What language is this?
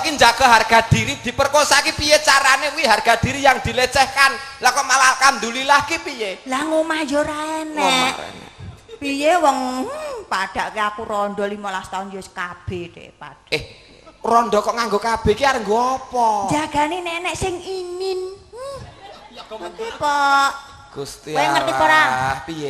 Javanese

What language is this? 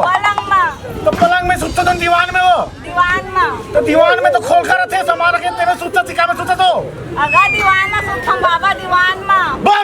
Chhattisgarhi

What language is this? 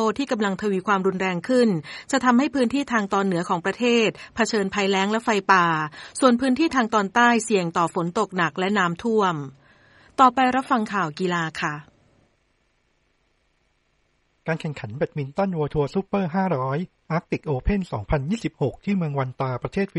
Thai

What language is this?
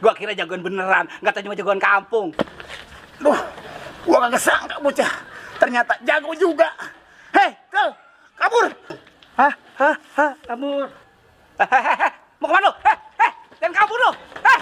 Betawi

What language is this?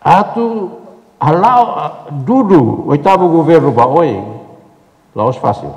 Tetum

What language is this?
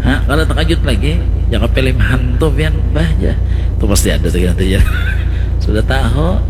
Banjar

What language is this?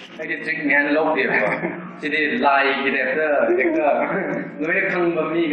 Manipuri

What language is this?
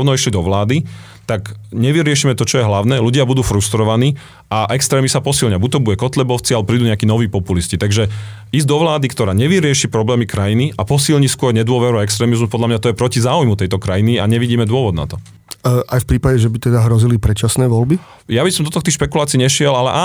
Slovak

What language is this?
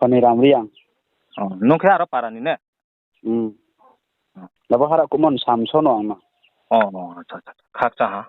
Riang (India)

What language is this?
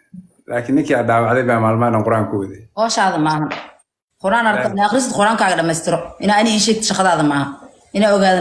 Somali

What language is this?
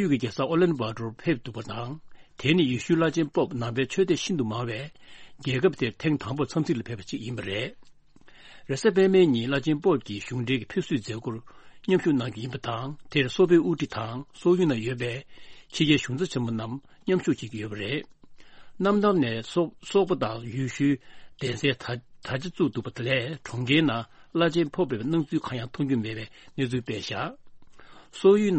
Tibetan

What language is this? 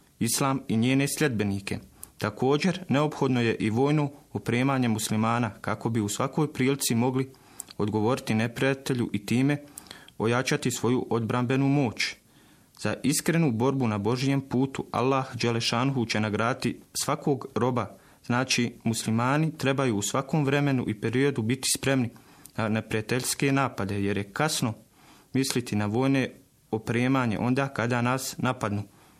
Bosnian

